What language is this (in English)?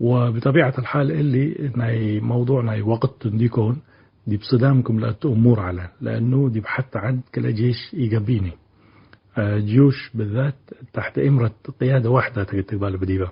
Tigre